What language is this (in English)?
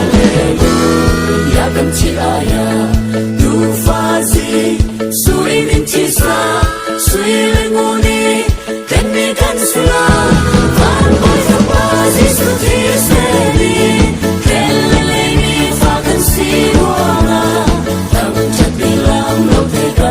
Falam Chin